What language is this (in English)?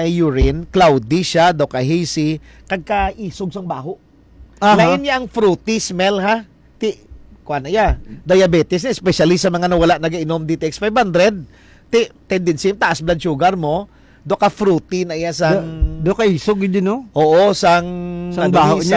Hiligaynon